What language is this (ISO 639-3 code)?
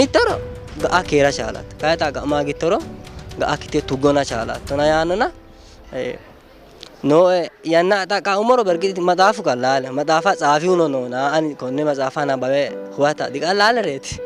sid